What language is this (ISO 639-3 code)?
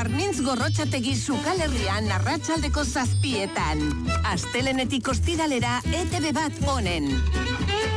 eus